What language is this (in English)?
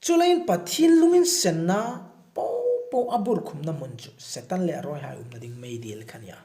Hmar